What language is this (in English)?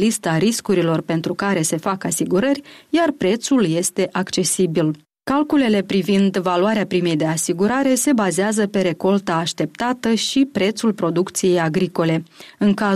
Romanian